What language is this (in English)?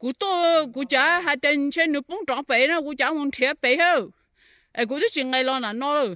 Hmong